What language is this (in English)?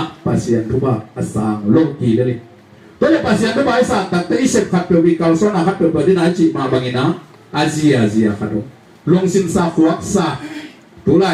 Tedim Chin